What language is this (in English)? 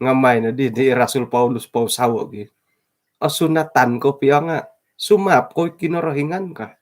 Central Dusun